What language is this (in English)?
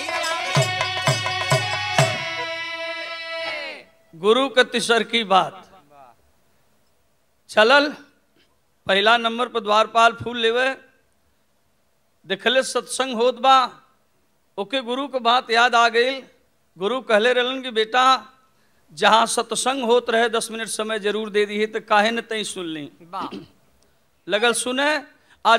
Bhojpuri